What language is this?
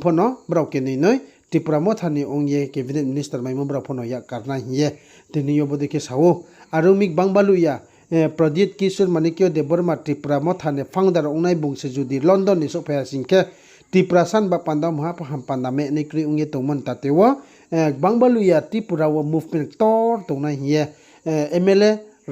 Riang (India)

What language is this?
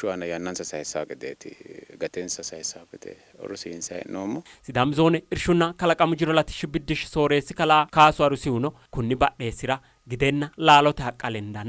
Sidamo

